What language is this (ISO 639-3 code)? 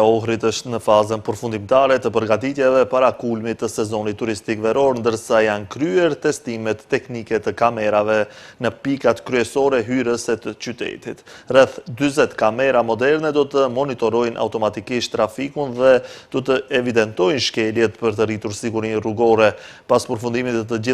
sqi